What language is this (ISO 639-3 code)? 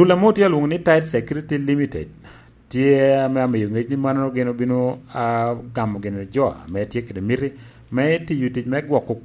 laj